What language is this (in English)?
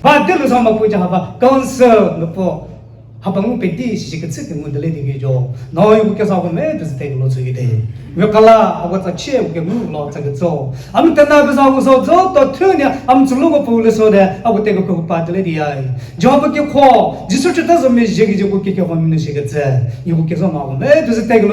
Chokri Naga